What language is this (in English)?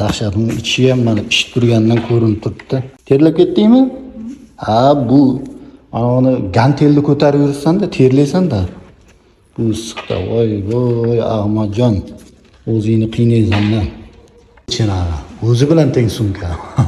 Uzbek